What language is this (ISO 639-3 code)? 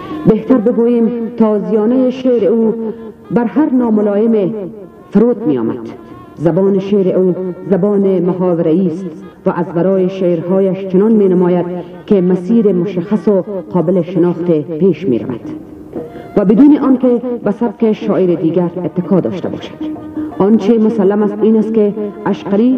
fas